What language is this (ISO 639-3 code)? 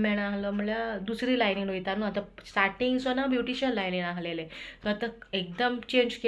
kok